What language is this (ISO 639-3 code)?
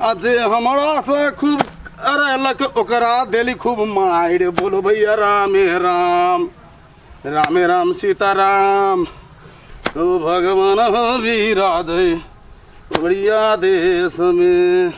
mai